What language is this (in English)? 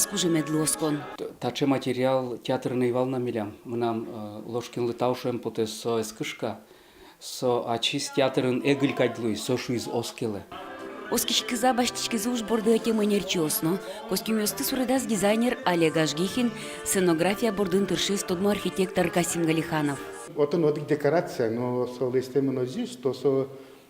Udmurt